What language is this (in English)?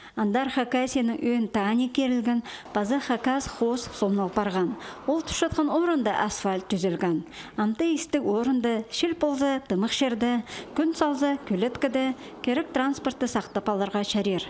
Khakas